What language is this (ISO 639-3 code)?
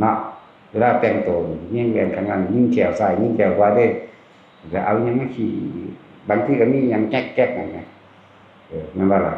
tts